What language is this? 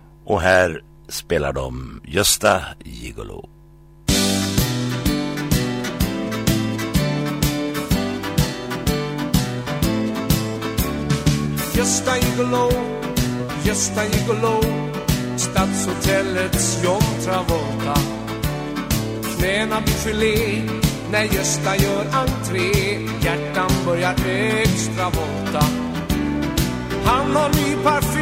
Swedish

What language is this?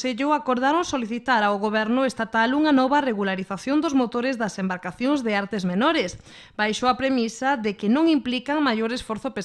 Galician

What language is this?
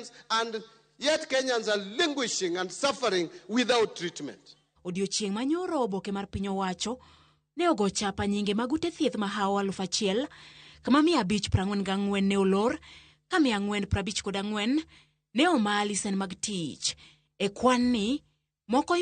Luo (Kenya and Tanzania)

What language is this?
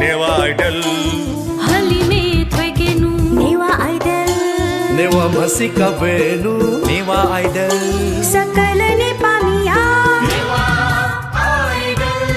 Newari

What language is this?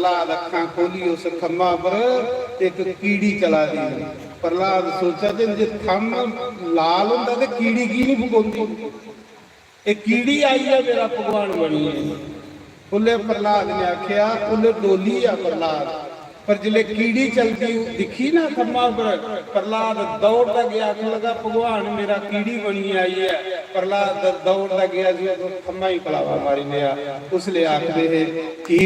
Dogri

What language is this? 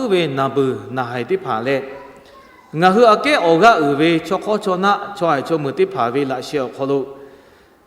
Lahu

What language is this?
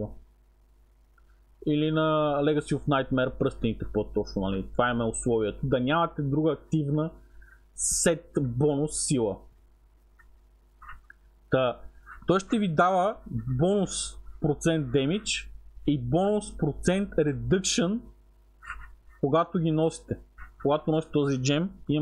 Bulgarian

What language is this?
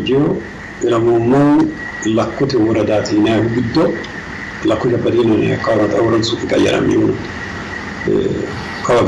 Sidamo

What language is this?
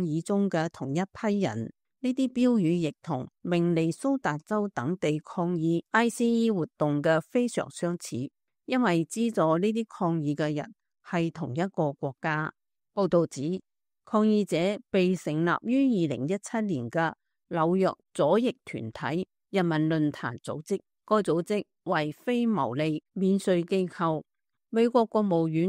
Cantonese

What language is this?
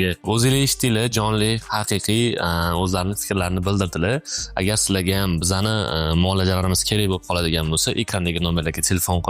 Uzbek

